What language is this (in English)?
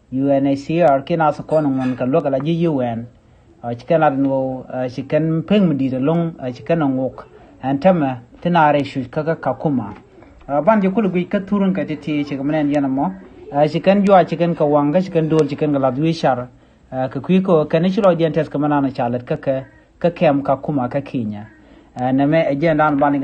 Nuer